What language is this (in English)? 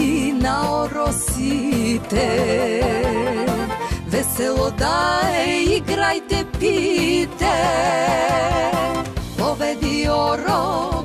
Bulgarian